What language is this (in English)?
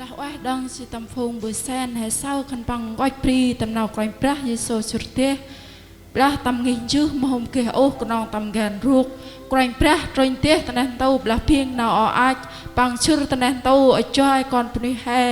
Central Mnong